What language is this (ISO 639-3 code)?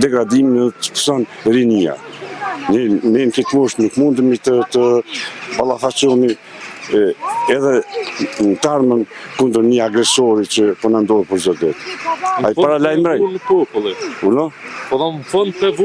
sqi